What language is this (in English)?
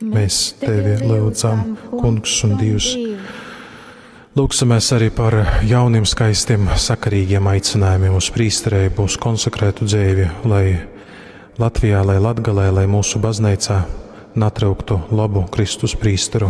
Latgalian